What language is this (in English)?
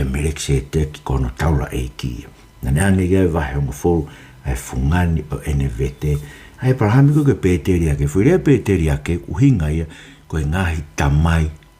Tongan